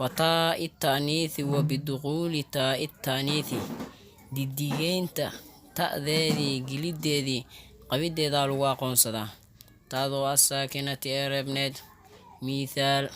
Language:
Somali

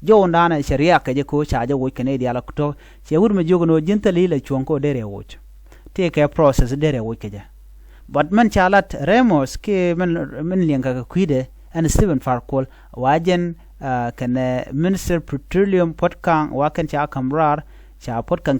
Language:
Nuer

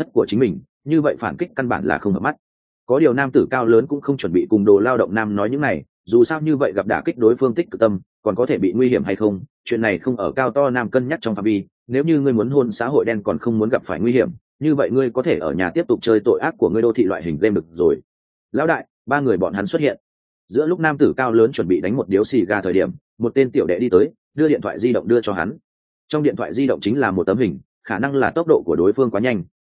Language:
Vietnamese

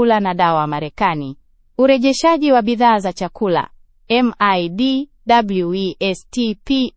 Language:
Swahili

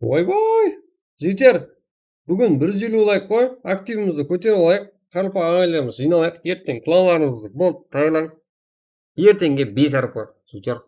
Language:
Kara-Kalpak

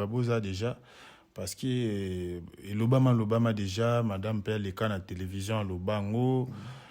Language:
Lingala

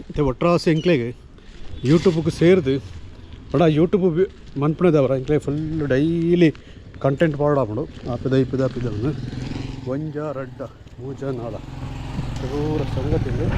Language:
Tulu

